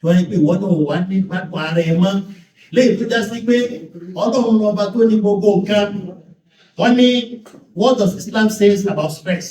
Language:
Yoruba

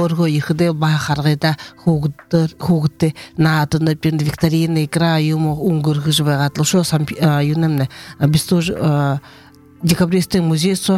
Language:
Buriat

